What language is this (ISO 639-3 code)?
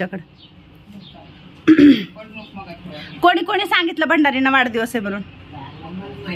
mar